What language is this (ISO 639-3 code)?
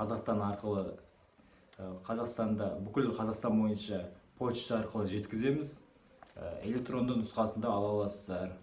kaz